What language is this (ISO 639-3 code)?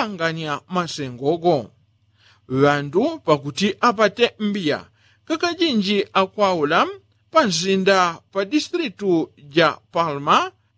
yao